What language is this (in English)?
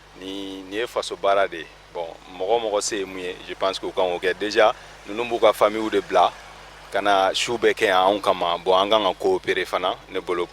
Bambara